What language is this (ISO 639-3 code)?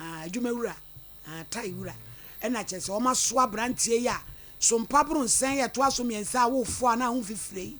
aka